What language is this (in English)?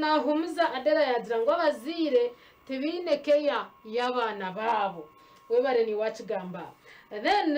Nyankole